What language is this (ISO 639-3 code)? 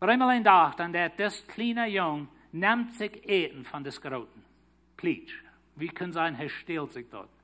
pdt